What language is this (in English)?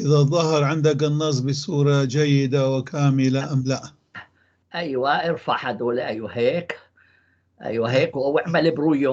North Levantine Arabic